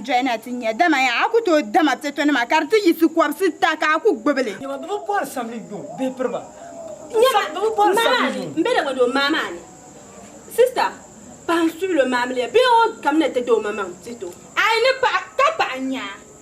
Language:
Dagbani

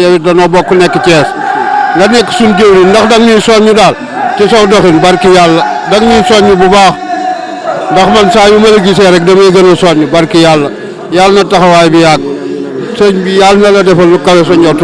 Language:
Wolof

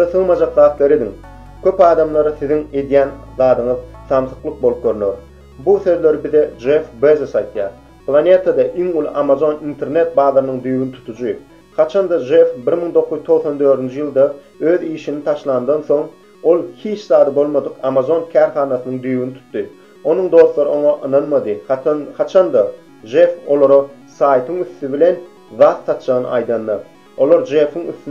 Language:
Turkmen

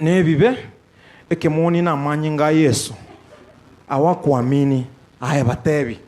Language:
Gusii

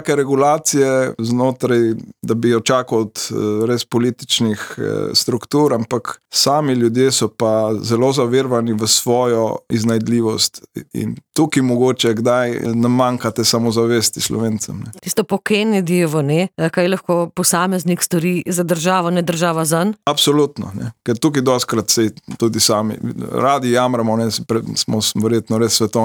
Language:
Slovenian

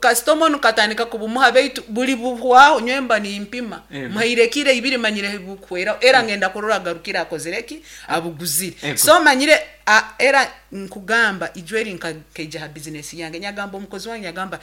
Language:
Nyankole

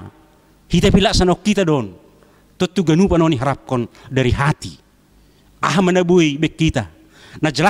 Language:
Batak Simalungun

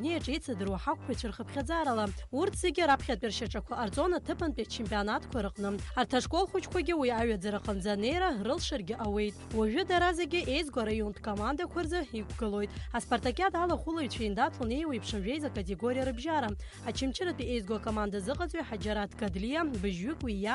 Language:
Abkhazian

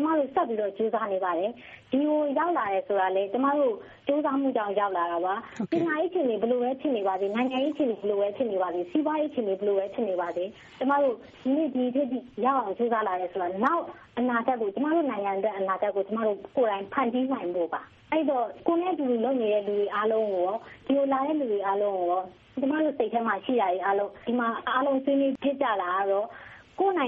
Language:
Burmese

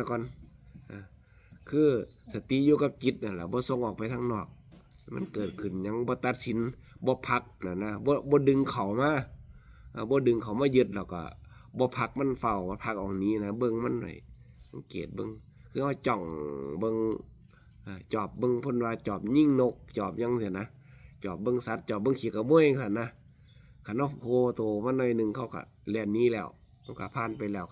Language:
Northeastern Thai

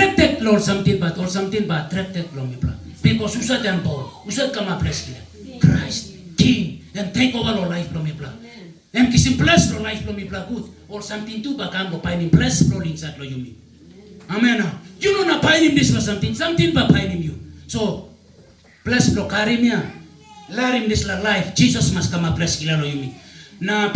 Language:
Tok Pisin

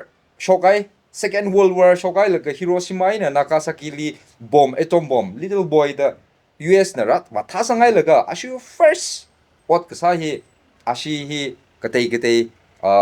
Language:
Tangkhul Naga (India)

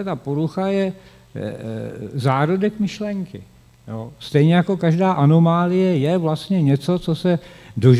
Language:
Czech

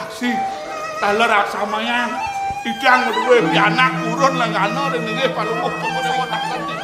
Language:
Balinese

